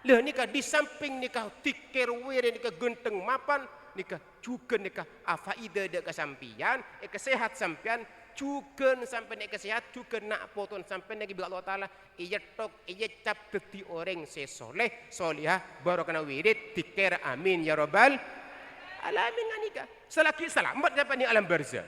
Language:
Madurese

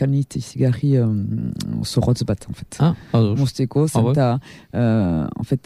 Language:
Basque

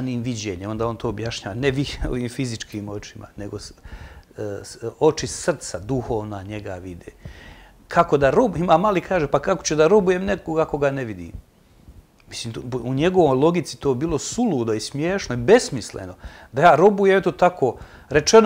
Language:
Bosnian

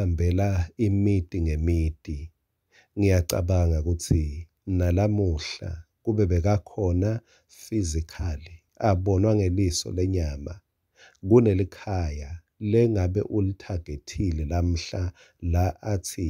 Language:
Swati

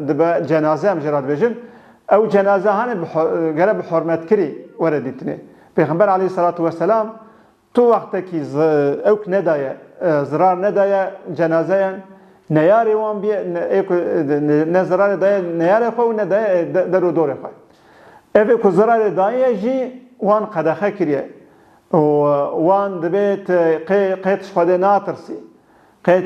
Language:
Kurdish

